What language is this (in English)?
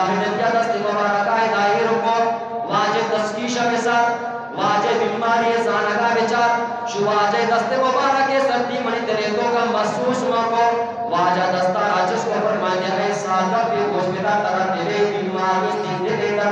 Eastern Balochi